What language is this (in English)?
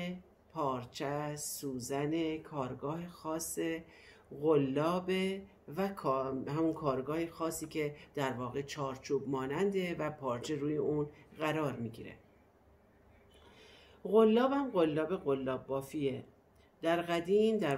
Persian